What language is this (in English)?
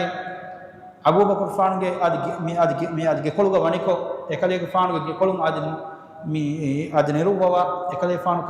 Divehi